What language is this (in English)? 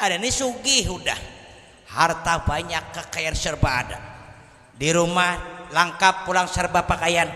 Banjar